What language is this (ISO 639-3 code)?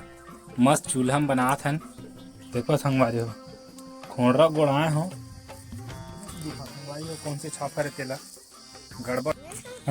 hne